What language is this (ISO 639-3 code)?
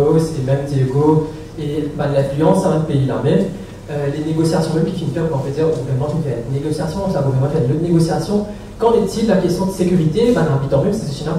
mfe